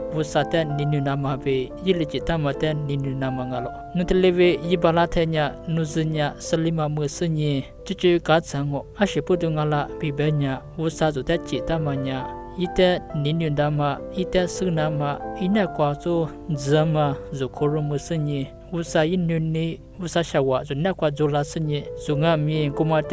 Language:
Lisu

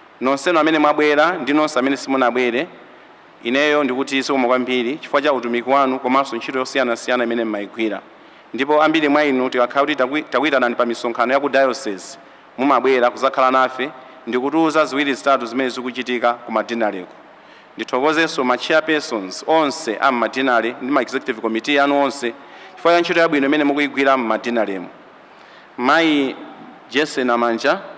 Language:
Nyanja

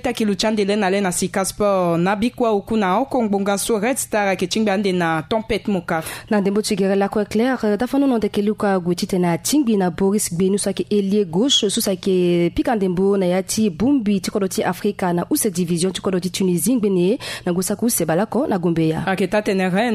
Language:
Sango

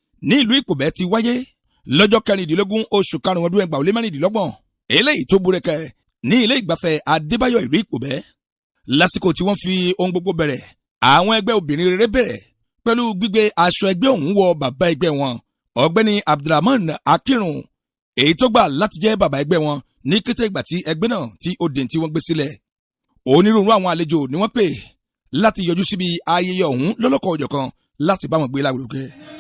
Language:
Yoruba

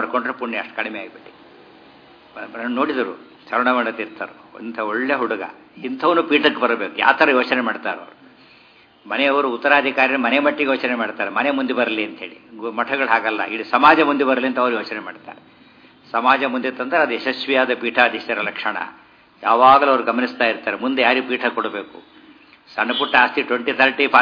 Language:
Kannada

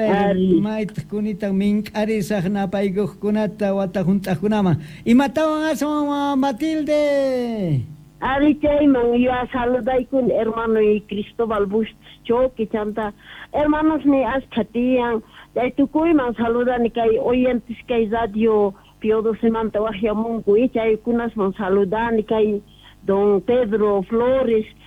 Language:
South Bolivian Quechua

